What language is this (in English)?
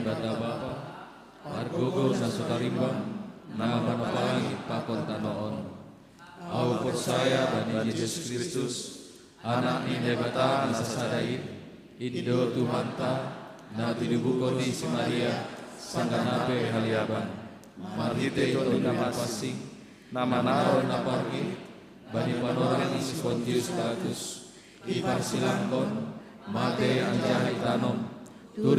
Batak Simalungun